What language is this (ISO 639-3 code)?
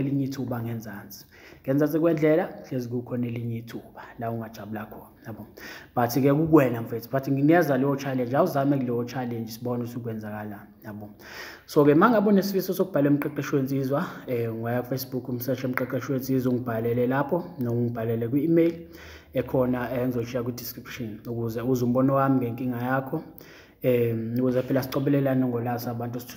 zul